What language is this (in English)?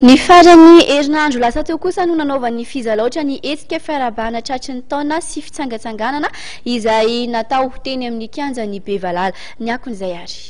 Malagasy